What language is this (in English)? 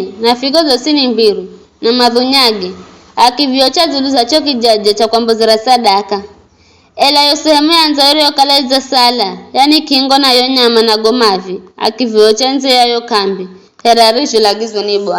Giryama